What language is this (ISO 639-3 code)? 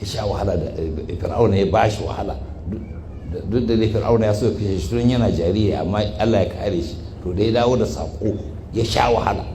hau